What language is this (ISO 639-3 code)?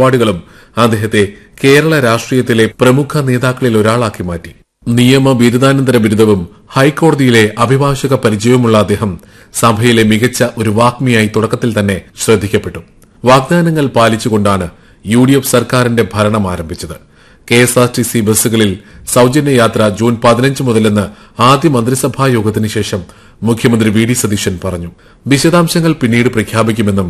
mal